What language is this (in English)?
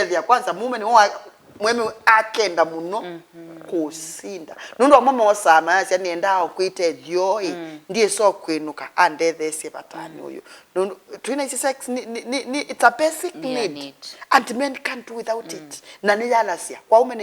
Kamba